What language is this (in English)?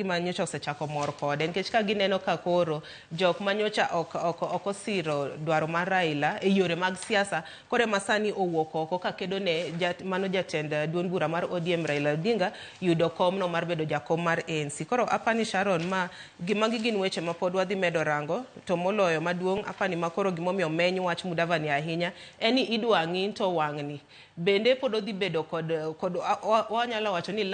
Luo (Kenya and Tanzania)